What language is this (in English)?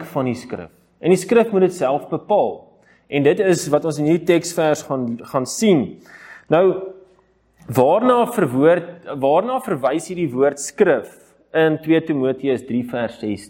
Afrikaans